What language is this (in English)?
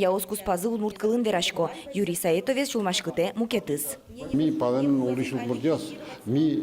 Udmurt